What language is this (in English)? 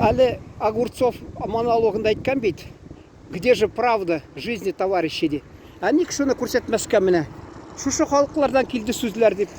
Tatar